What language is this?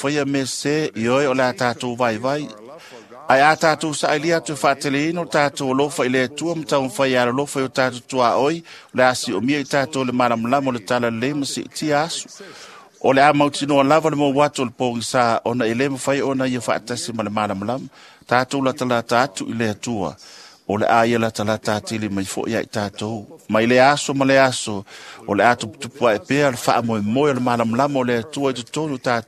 Samoan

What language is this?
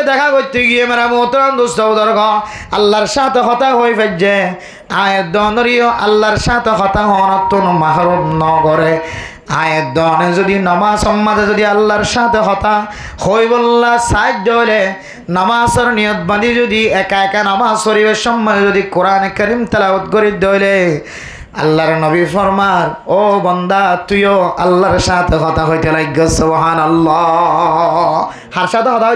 Rohingya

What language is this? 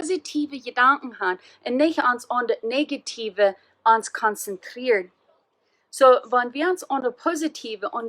Plautdietsch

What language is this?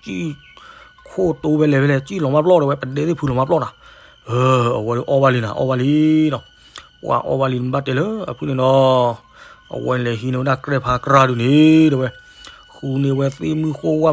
S'gaw Karen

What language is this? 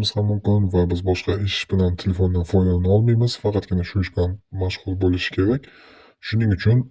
Uzbek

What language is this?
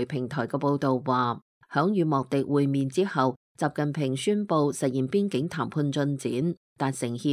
Cantonese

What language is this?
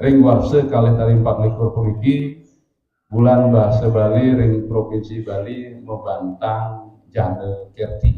Balinese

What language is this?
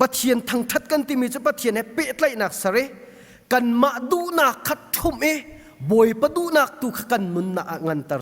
Hakha Chin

